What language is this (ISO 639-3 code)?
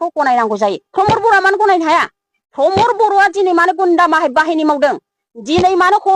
brx